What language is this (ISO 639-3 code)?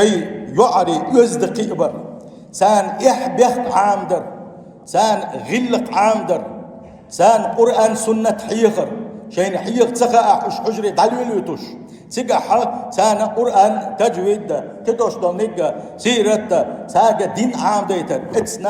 che